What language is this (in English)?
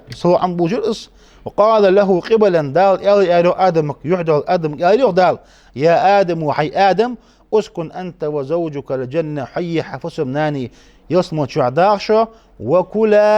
Ingush